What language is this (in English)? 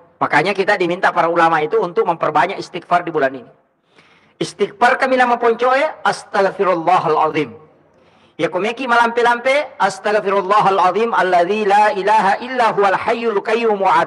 Buginese